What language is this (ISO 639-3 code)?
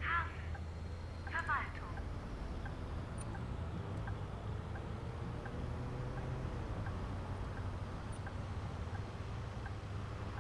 deu